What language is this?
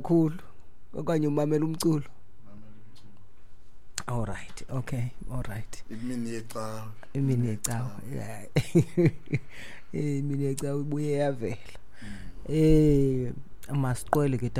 Xhosa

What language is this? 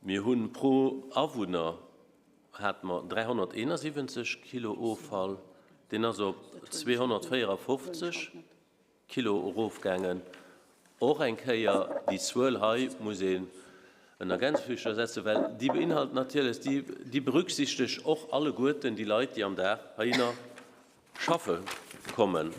Luxembourgish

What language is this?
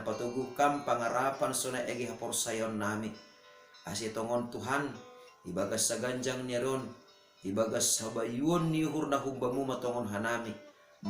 Batak Simalungun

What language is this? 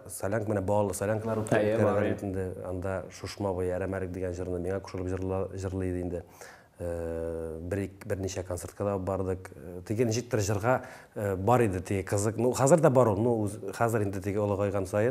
Tatar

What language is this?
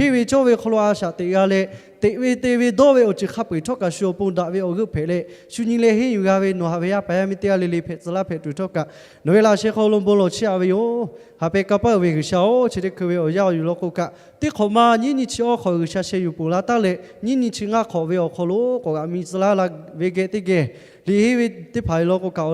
Lahu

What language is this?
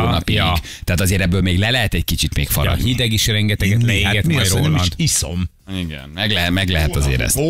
Hungarian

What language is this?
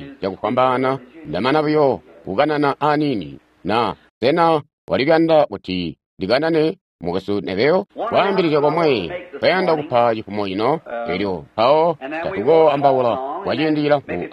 Tonga (Zambia)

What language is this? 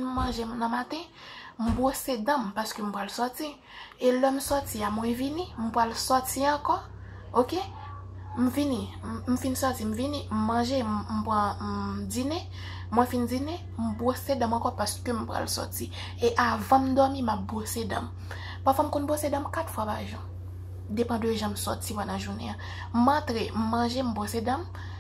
Haitian Creole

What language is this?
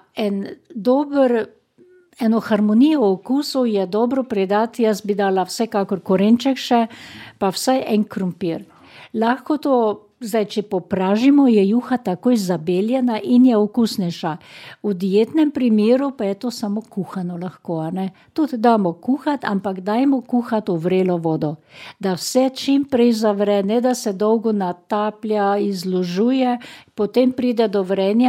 Slovenian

